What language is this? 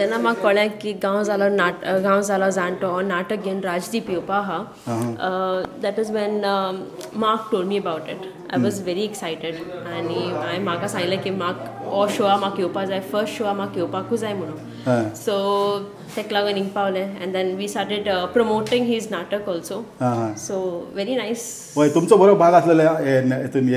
Konkani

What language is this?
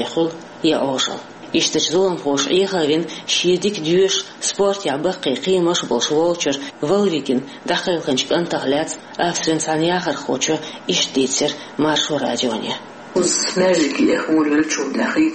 Chechen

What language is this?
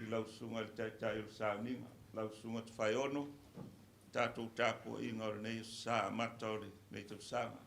Samoan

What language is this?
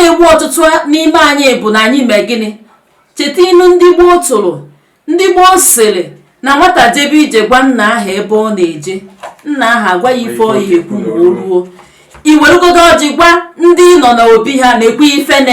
Igbo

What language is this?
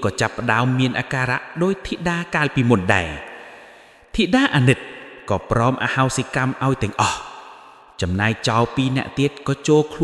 Khmer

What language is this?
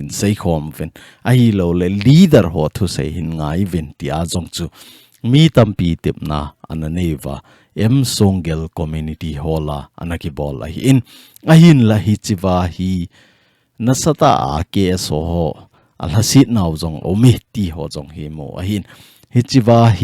Thado Chin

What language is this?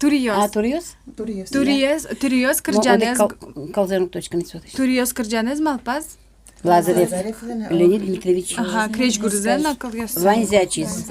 Udmurt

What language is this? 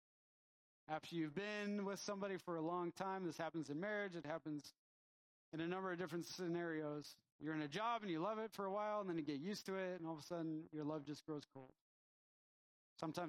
English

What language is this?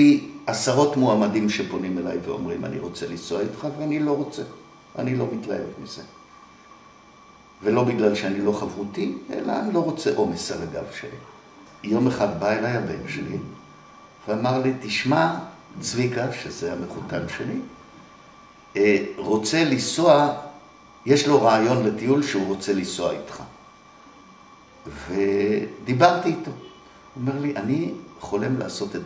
Hebrew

